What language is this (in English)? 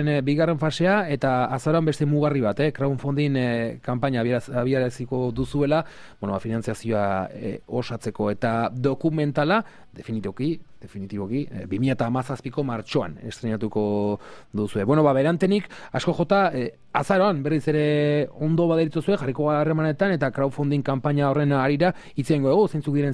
Basque